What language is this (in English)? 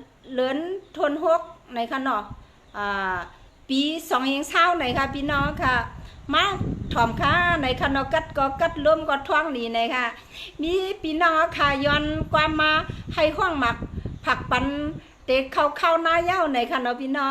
Shan